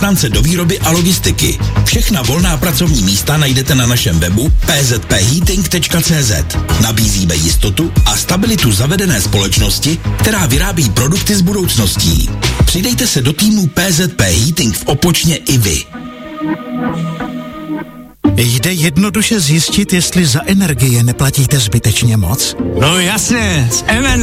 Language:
Czech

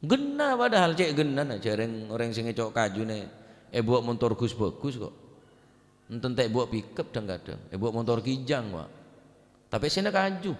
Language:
Madurese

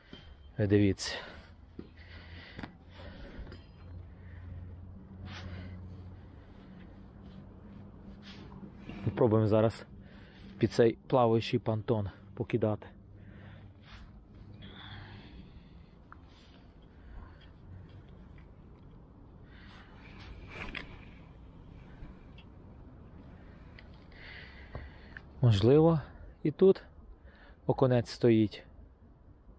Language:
Ukrainian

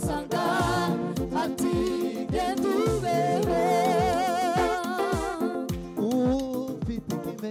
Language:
Kinyarwanda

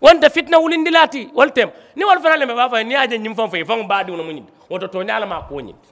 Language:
Mandingo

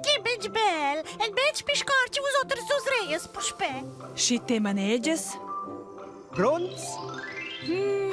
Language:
Romansh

